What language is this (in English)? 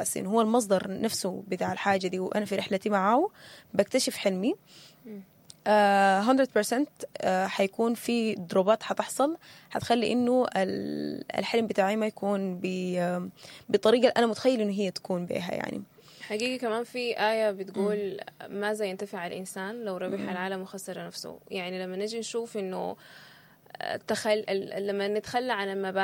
Sudanese Arabic